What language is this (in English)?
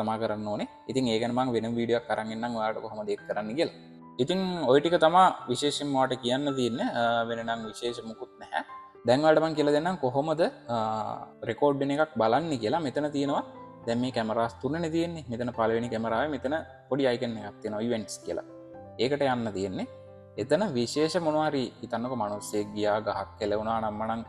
Sinhala